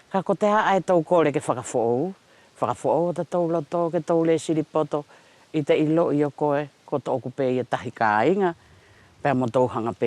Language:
Wallisian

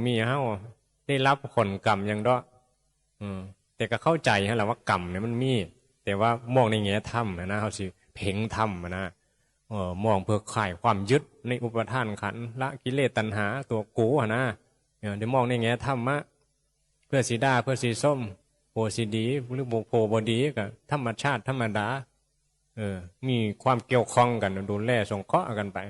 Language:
Northeastern Thai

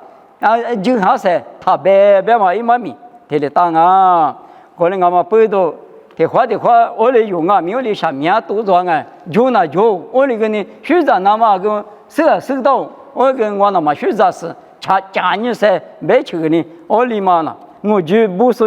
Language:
Lisu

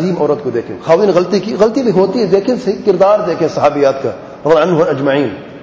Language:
Urdu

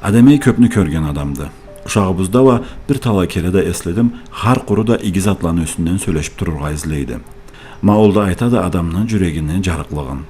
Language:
Karachay-Balkar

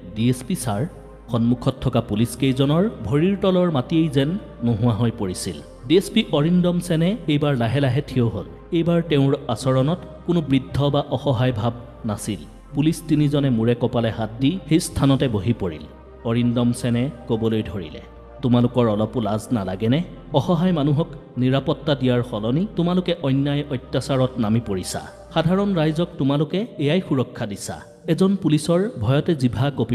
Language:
Assamese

